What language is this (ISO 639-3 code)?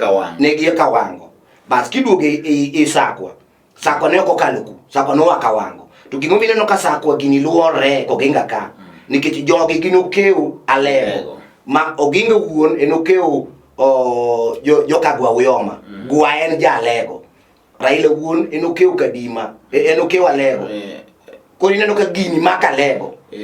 luo